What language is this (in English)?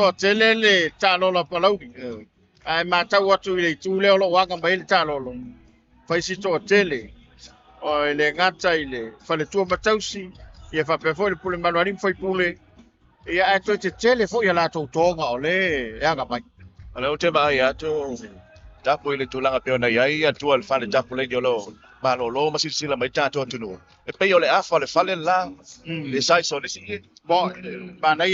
Samoan